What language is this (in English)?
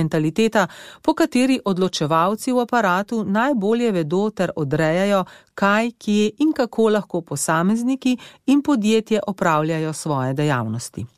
Slovenian